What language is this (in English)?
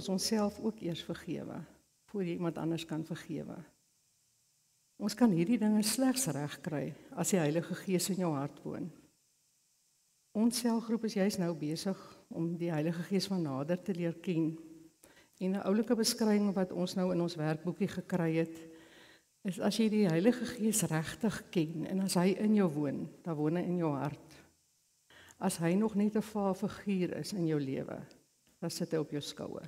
Afrikaans